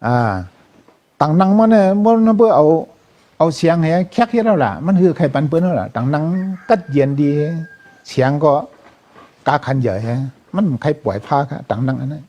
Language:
Shan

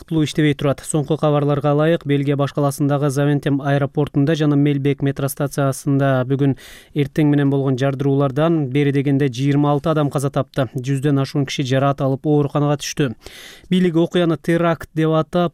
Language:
Kyrgyz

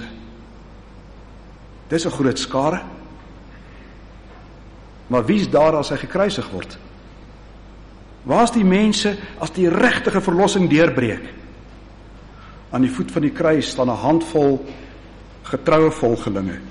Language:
Afrikaans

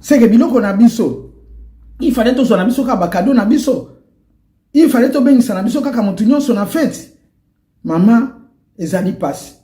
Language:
Lingala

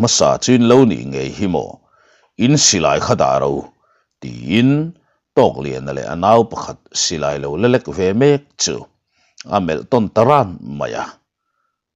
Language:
Mizo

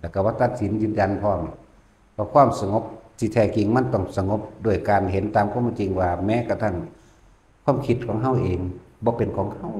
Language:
Northeastern Thai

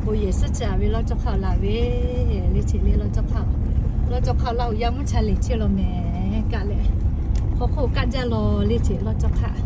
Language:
Lahu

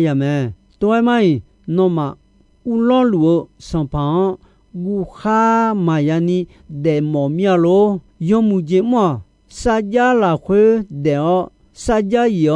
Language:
Akha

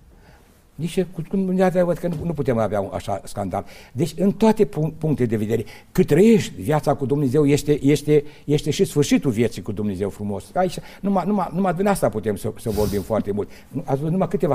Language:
Romanian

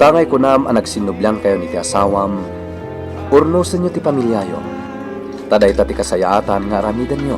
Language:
Iloko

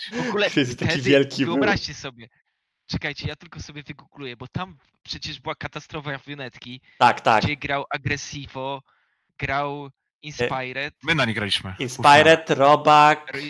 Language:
Polish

